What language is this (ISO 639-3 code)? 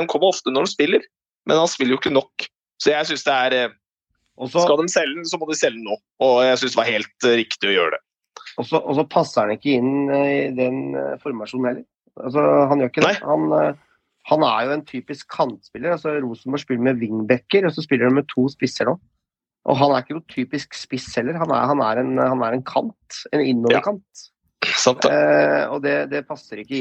nor